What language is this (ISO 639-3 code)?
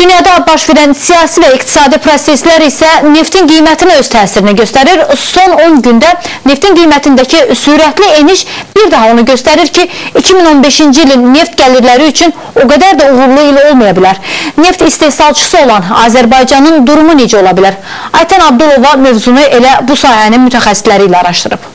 aze